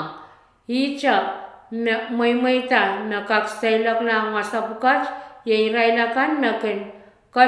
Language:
Pohnpeian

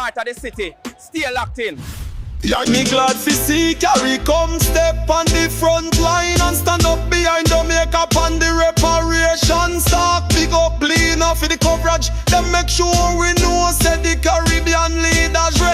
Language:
Jamaican Creole English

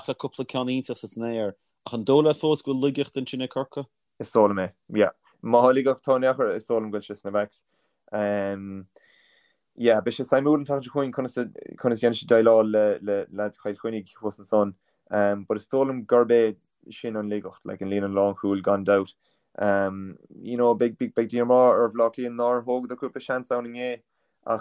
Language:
Irish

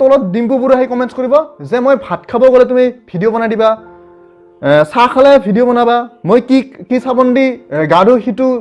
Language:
Assamese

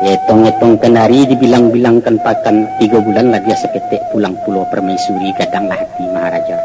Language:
Minangkabau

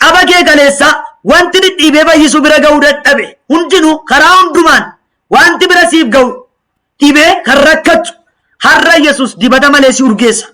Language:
Oromo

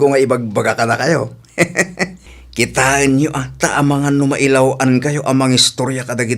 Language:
Iloko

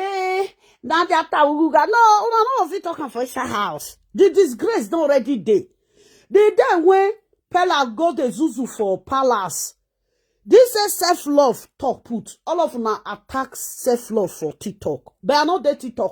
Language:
Nigerian Pidgin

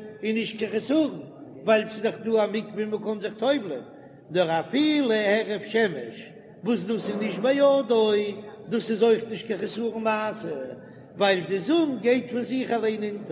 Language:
Yiddish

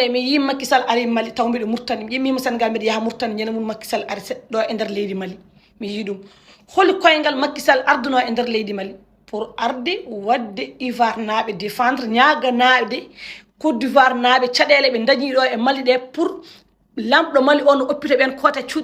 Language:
Fula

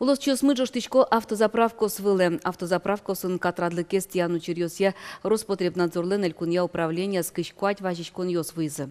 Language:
Udmurt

